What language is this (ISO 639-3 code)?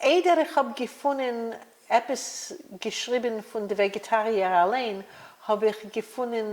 yid